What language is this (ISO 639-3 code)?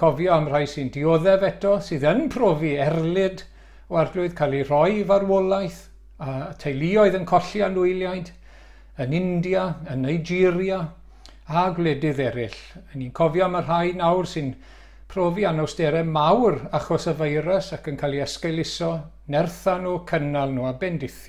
cym